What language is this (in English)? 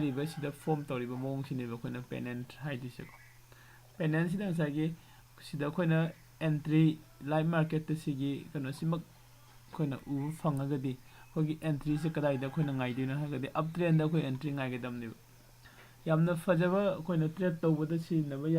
Manipuri